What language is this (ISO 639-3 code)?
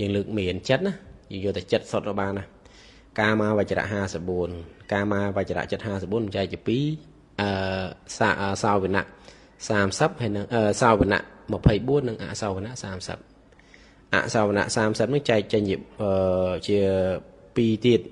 khm